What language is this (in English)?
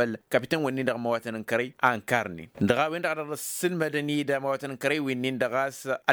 Tamasheq